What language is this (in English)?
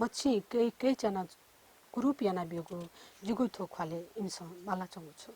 Newari